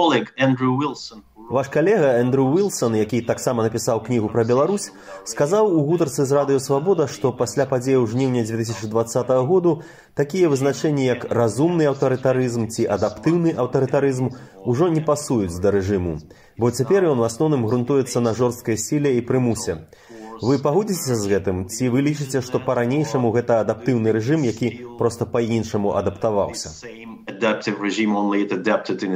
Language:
Belarusian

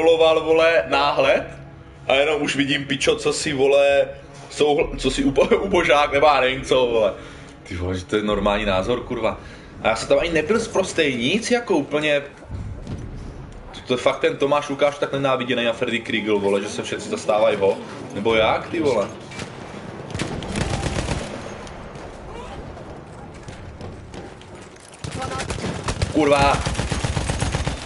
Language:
Czech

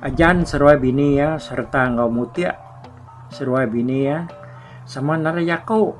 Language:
Iban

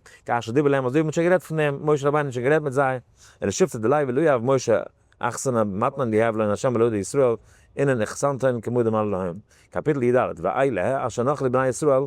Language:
Yiddish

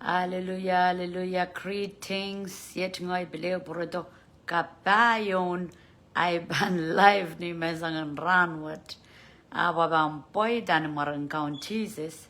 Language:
Pohnpeian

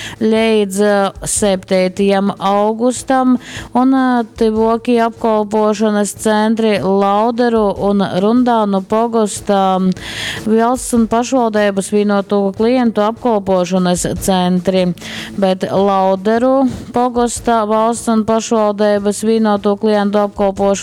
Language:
Latgalian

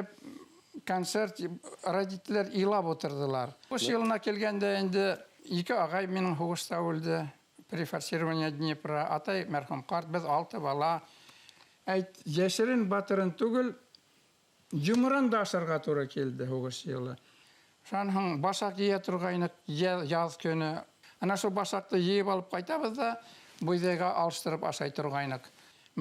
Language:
Bashkir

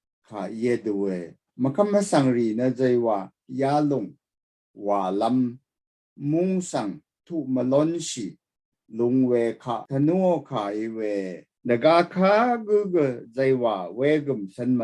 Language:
Rawang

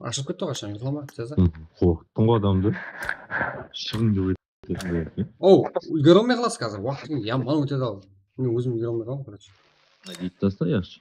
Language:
Kara-Kalpak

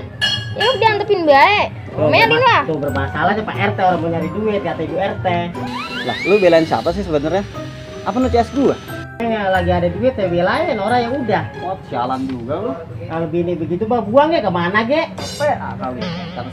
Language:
Betawi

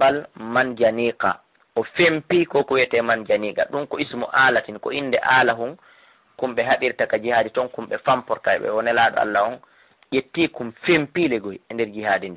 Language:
Fula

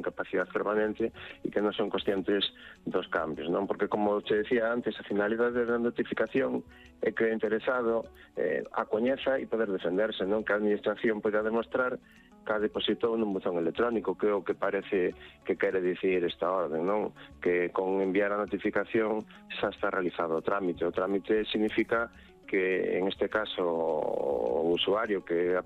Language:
Galician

